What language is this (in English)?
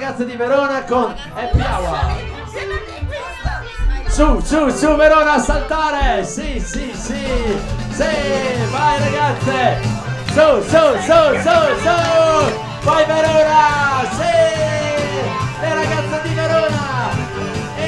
Italian